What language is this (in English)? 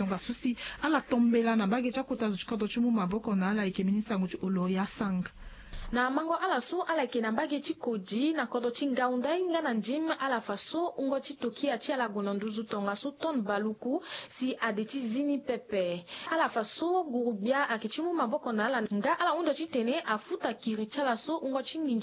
Sango